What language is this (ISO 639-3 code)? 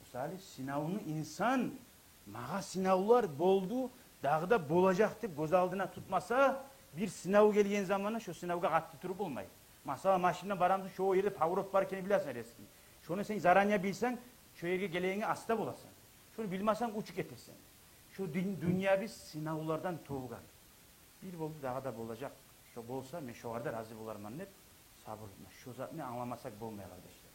kum